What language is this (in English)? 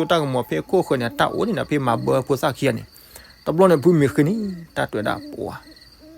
S'gaw Karen